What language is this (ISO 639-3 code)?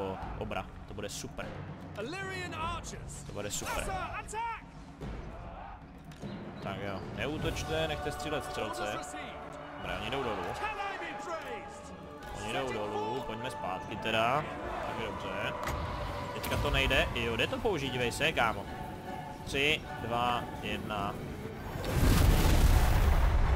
ces